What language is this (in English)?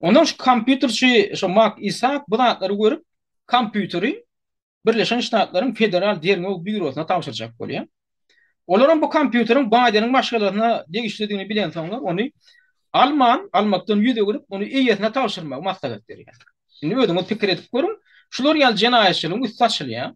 Turkmen